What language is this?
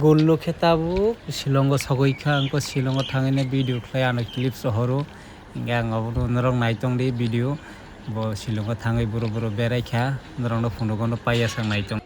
Kok Borok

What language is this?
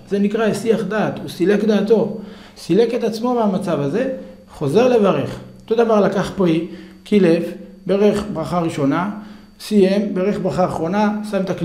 Hebrew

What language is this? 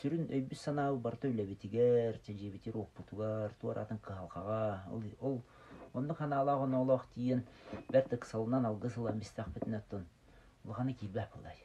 Yakut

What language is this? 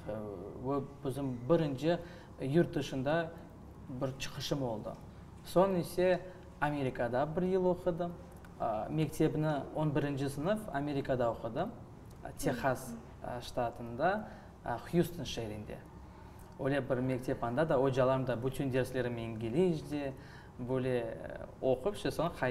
Crimean Tatar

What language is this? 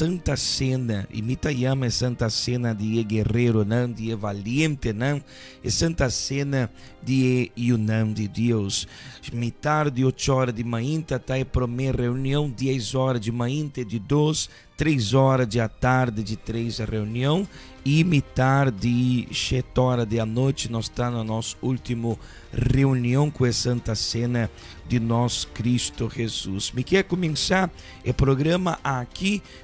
Papiamento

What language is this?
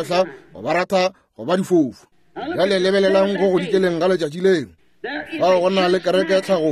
Northern Sotho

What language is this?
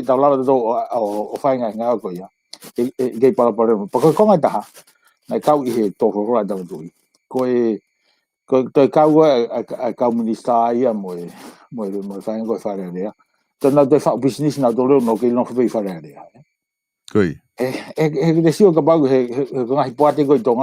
Tongan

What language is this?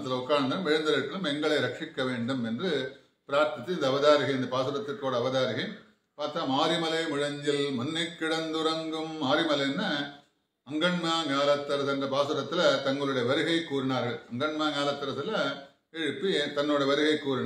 Tamil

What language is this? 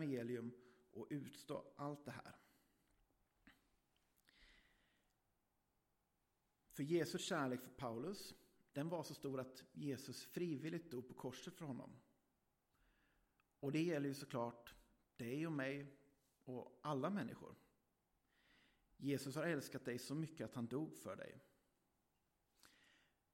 Swedish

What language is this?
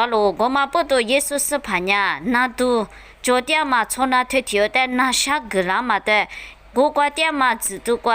Lisu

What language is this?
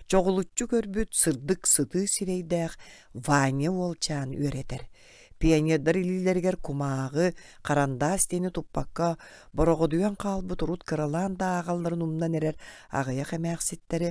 Yakut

